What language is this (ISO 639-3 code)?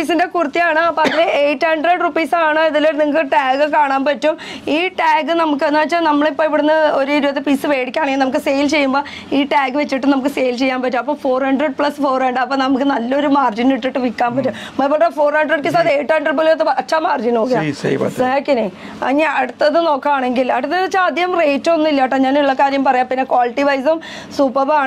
mal